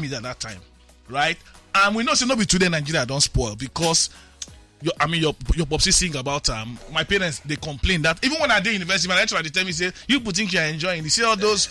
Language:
Nigerian Pidgin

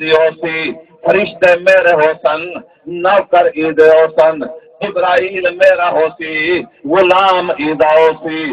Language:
Saraiki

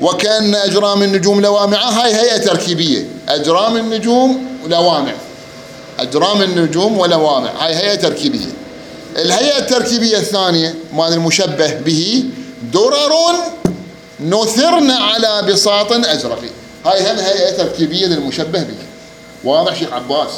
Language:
Mesopotamian Arabic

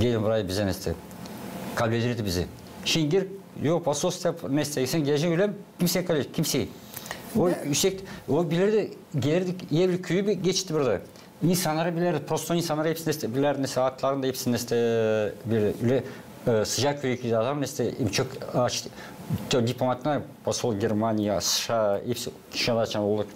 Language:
Gagauz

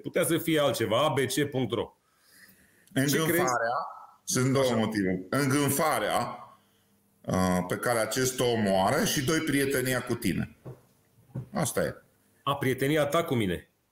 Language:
Romanian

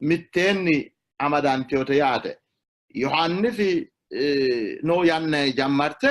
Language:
Sidamo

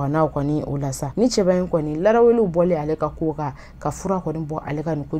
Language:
Bambara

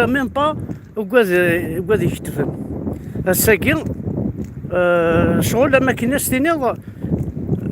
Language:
Kabyle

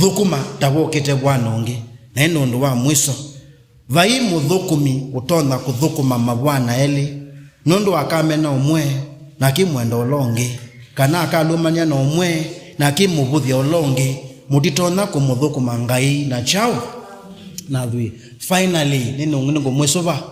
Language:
Kamba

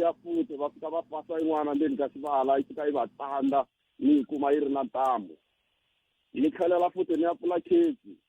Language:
Tsonga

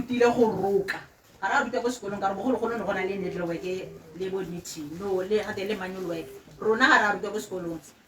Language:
Tswana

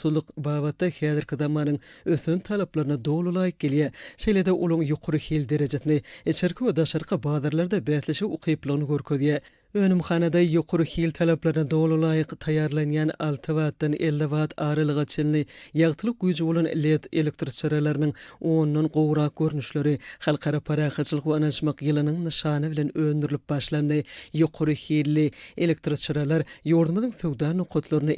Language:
Turkmen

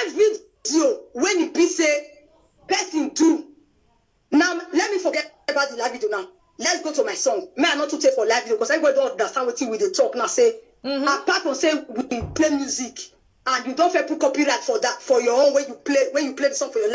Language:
Nigerian Pidgin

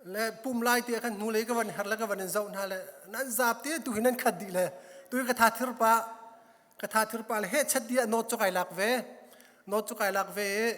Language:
Hakha Chin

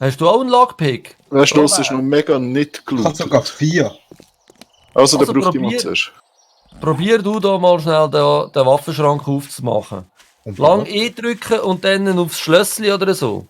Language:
Swiss German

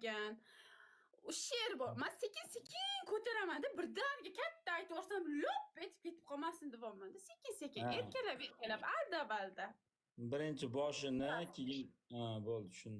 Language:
Uzbek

